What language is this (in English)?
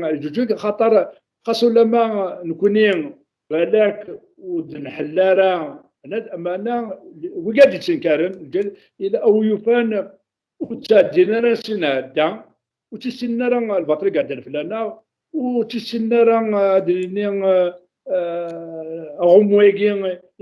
Kabyle